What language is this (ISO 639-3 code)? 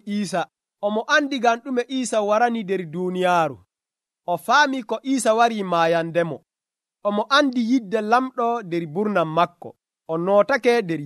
fuv